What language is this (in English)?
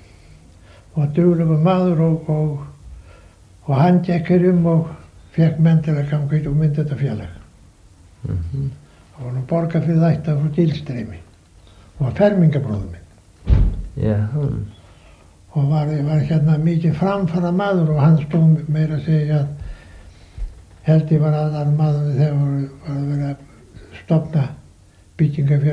Icelandic